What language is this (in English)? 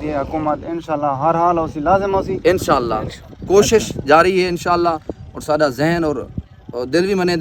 Saraiki